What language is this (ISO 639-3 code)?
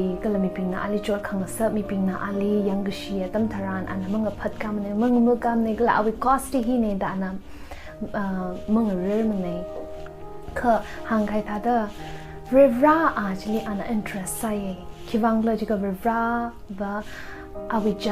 nmf